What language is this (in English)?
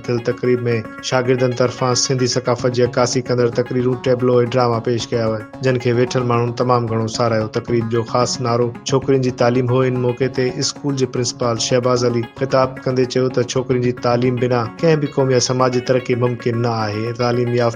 Sindhi